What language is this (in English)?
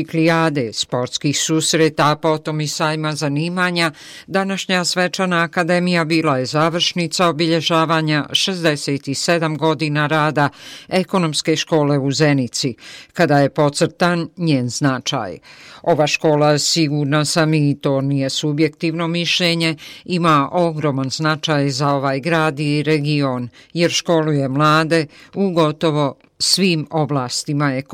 Bosnian